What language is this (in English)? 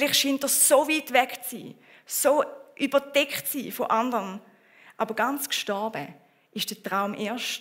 Swiss German